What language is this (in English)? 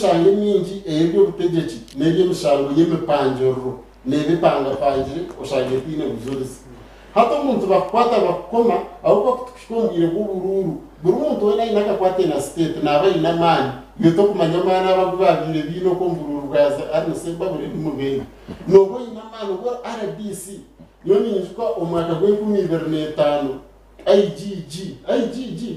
Nyankole